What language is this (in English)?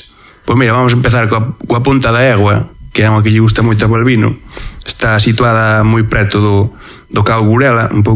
Galician